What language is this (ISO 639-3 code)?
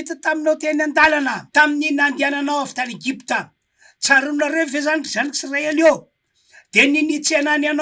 mlg